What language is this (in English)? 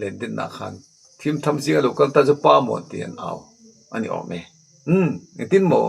Mizo